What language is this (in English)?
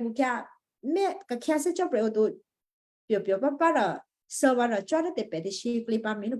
Western Kayah